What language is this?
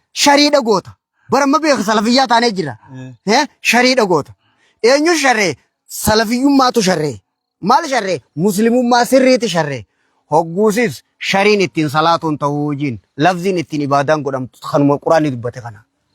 Oromo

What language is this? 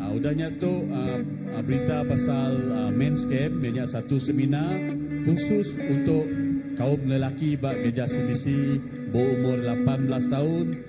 Iban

